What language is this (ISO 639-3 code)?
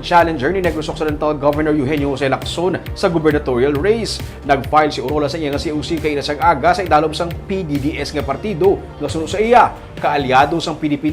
hil